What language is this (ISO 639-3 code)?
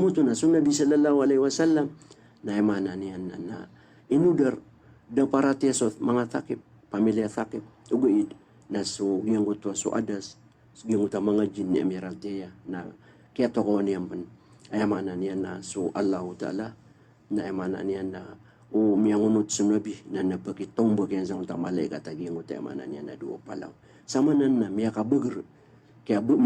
mrw